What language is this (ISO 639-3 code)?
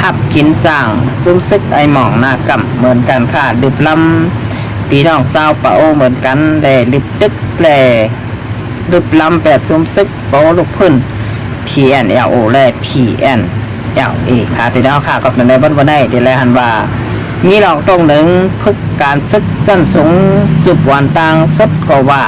shn